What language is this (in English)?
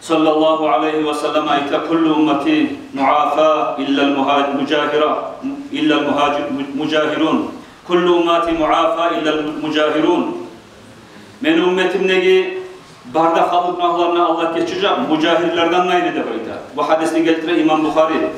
Kumyk